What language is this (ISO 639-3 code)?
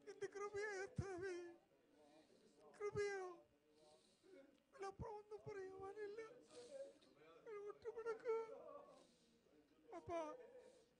mal